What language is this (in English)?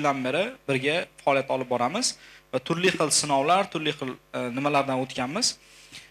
Uzbek